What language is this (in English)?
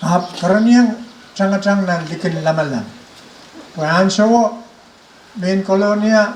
Pohnpeian